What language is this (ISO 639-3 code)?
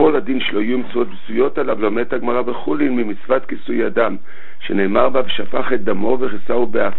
heb